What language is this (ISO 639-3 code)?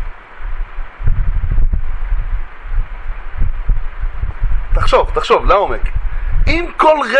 heb